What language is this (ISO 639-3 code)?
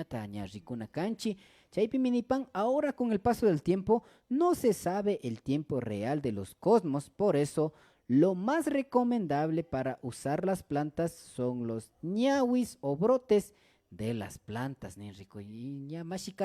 qvi